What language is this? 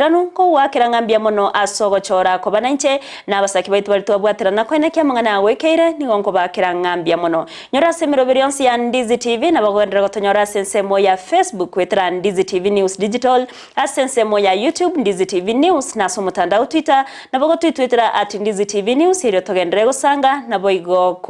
Gusii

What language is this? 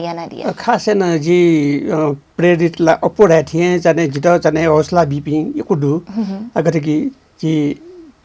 Newari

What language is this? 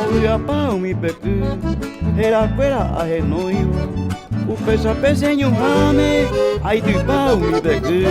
Guarani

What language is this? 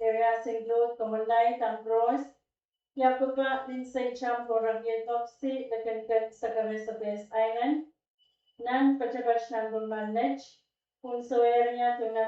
Pohnpeian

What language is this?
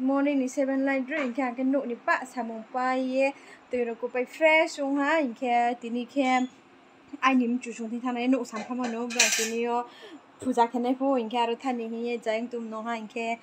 Riang (India)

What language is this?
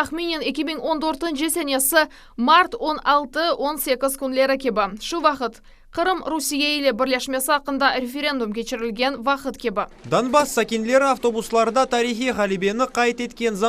Crimean Tatar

